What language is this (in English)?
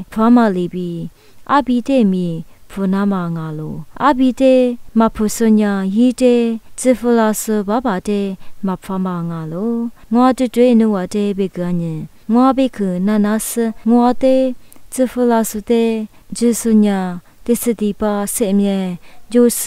Lisu